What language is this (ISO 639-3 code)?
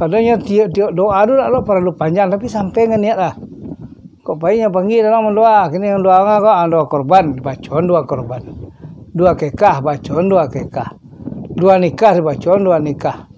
min